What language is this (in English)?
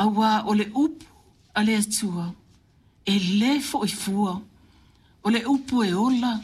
Samoan